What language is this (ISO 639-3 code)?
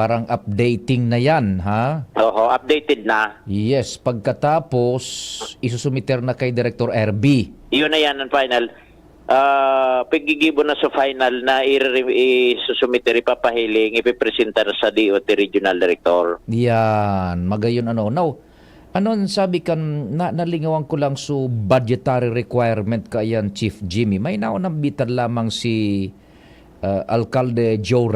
bik